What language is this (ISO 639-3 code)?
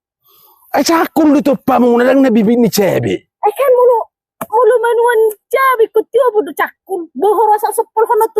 bbc